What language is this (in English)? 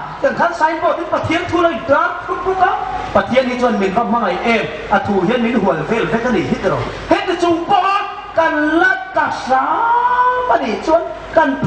Hmar